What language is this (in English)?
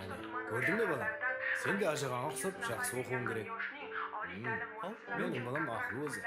Kara-Kalpak